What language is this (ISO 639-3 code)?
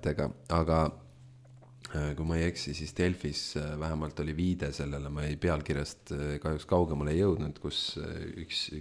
est